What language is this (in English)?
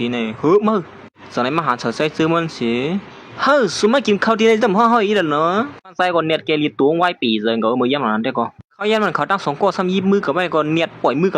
Shan